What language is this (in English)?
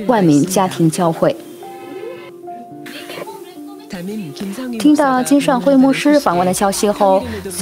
Chinese